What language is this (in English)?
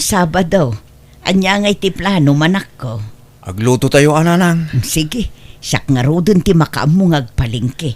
Iloko